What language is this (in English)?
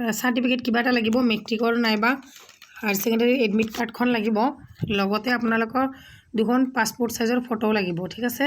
Assamese